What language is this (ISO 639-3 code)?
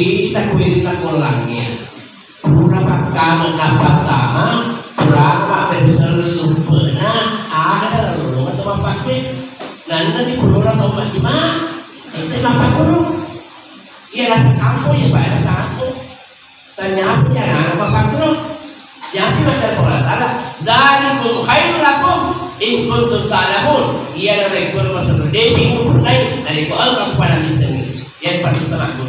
bug